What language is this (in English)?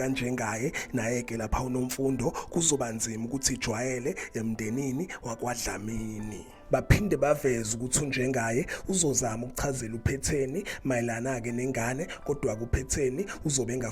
Zulu